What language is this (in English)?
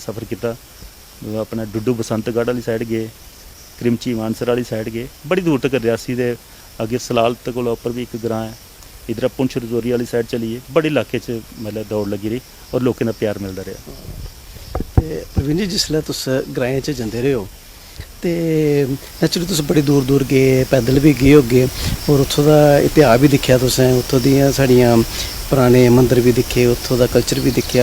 Dogri